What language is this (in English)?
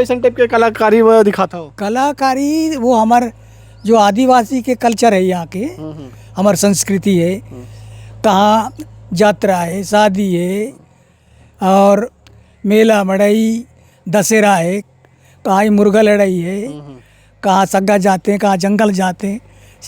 Chhattisgarhi